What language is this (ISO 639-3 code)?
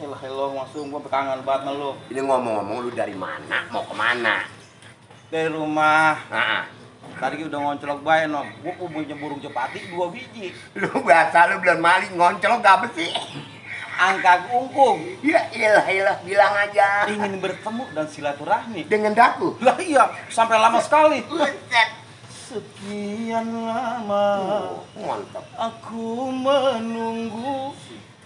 bew